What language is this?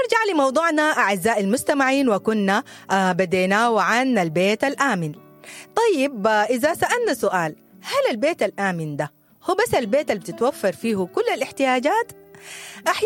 Sudanese Arabic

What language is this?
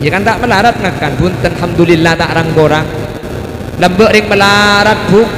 Madurese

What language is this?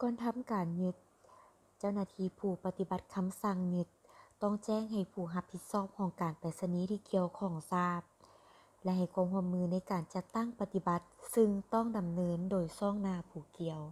Lao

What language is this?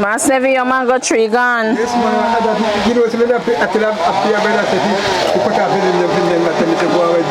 Jamaican Creole English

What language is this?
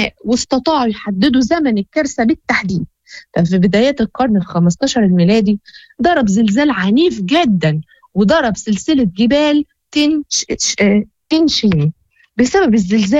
Moroccan Arabic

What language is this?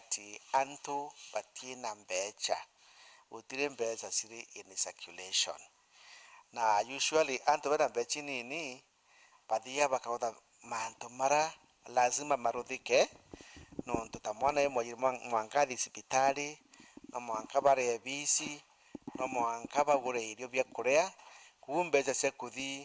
Meru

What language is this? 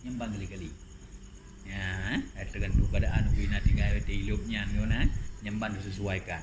Achinese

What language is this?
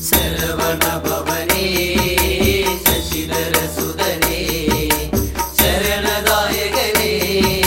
Malayalam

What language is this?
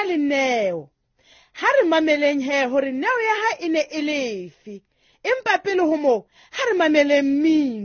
Southern Sotho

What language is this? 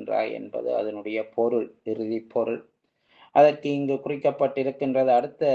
Tamil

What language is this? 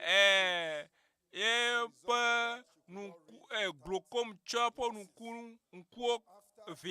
Ewe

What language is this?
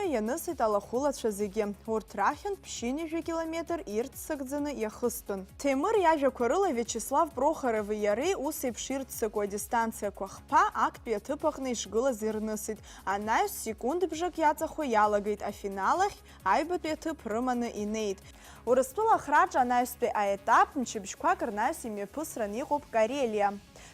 Abkhazian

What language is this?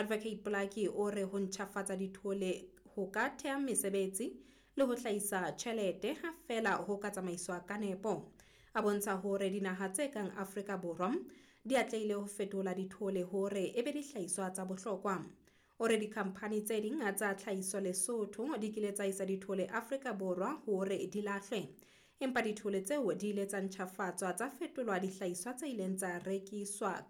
Southern Sotho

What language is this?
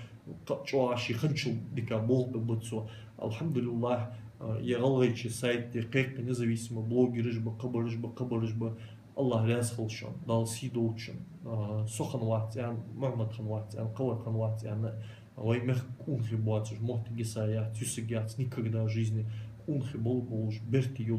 Ingush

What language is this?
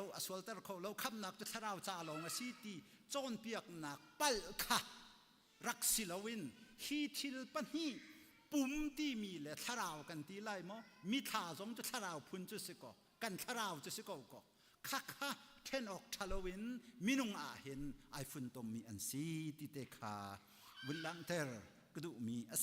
Hakha Chin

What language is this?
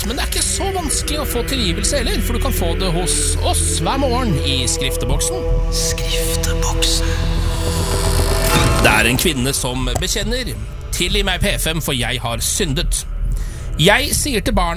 Norwegian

